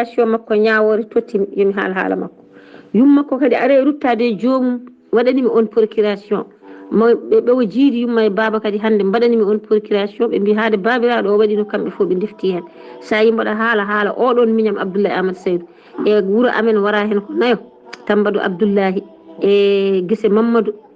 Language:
Fula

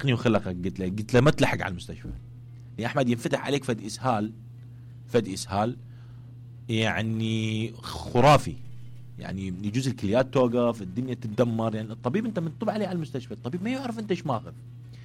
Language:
Mesopotamian Arabic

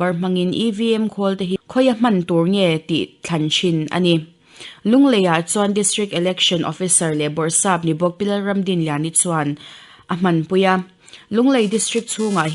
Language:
Mizo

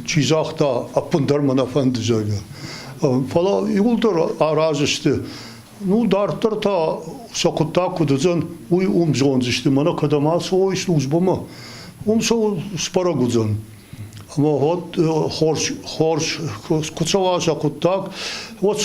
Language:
Ossetic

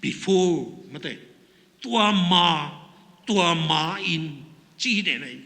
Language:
Tedim Chin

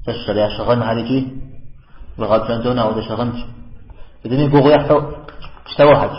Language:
Kabardian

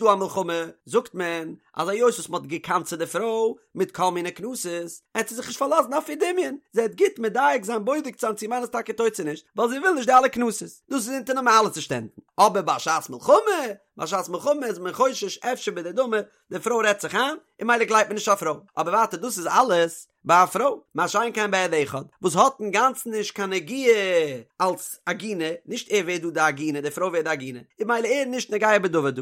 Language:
Yiddish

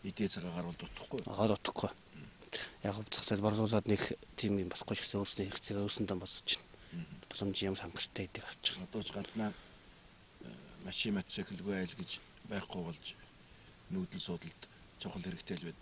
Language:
Mongolian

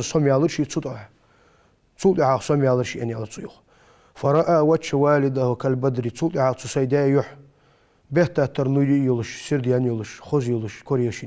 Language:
Ingush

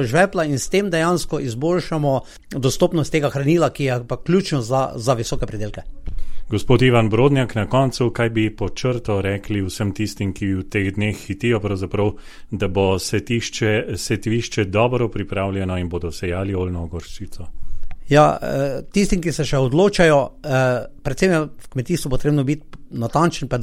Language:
Slovenian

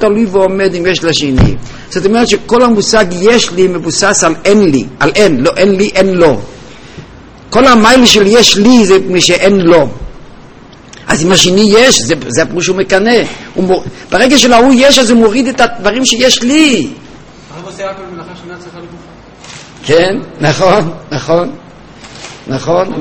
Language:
Hebrew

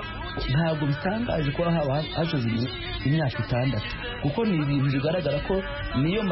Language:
Kinyarwanda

